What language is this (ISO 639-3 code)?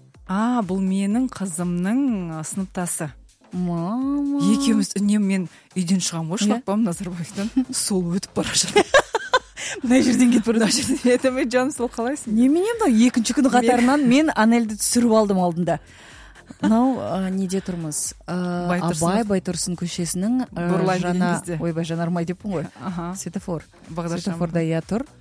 kaz